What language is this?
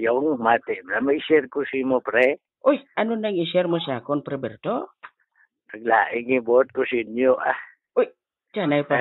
Hiligaynon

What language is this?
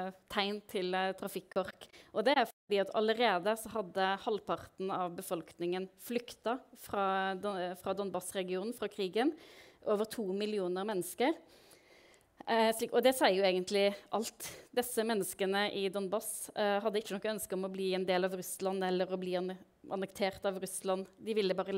Norwegian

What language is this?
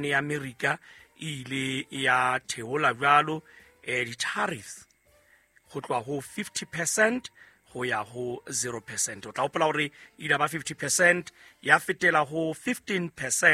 Southern Sotho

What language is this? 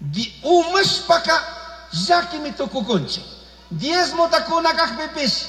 Chimborazo Highland Quichua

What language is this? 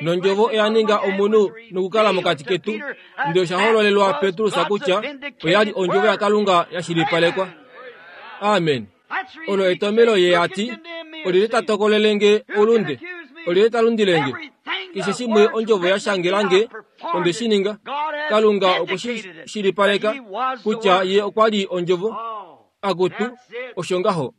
Kuanyama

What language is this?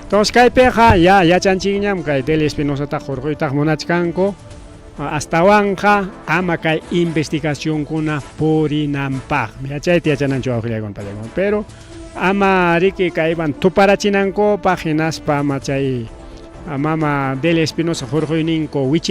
Ayacucho Quechua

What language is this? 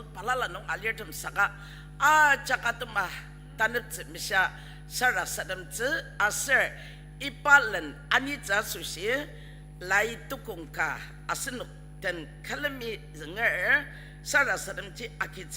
Ao Naga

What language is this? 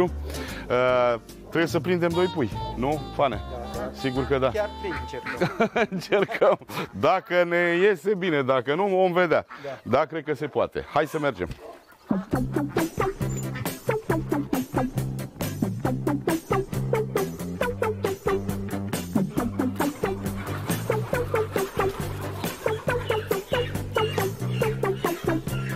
Romanian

